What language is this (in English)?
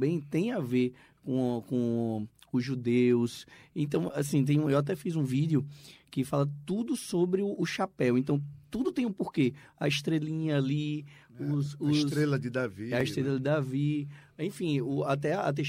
Portuguese